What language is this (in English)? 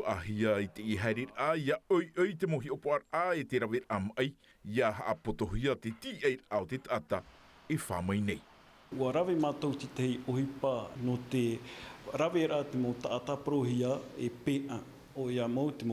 Tahitian